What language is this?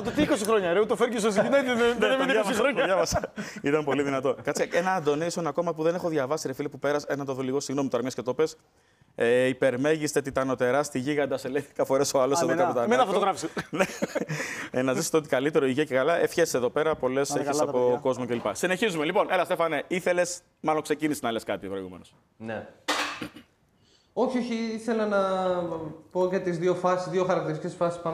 Greek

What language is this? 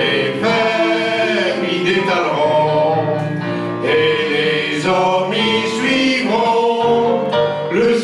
Picard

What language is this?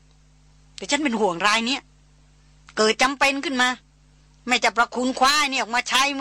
Thai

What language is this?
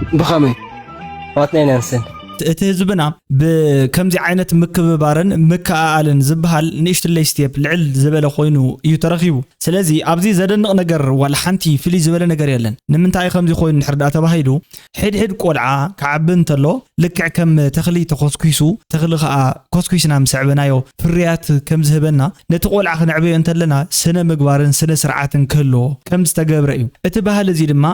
Tigrinya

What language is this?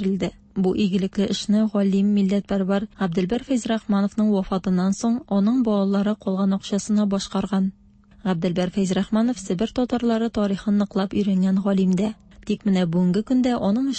Tatar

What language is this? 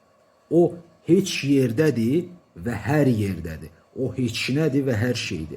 Azerbaijani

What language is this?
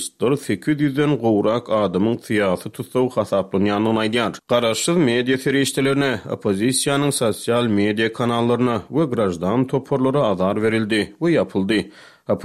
Turkmen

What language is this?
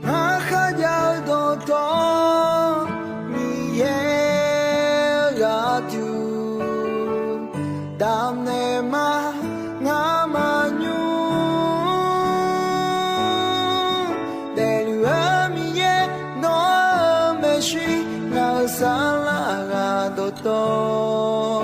Akha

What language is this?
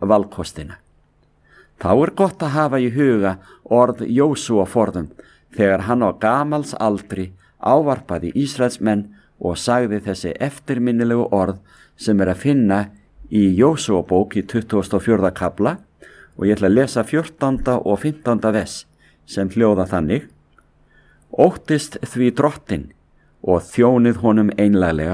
Icelandic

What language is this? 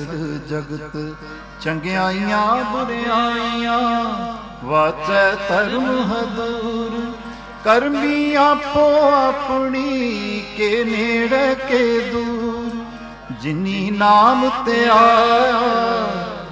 Punjabi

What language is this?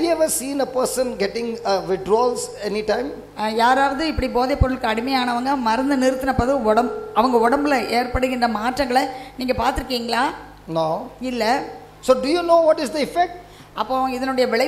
Tamil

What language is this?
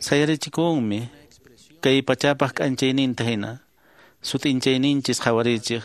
Quechua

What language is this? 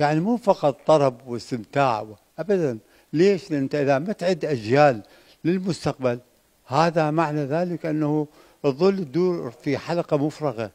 Mesopotamian Arabic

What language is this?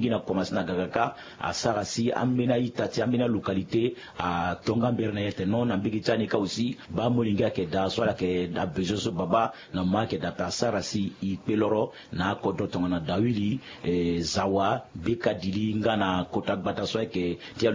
Sango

